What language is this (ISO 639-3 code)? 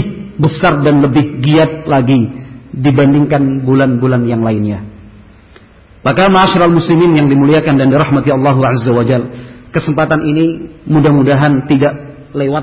ind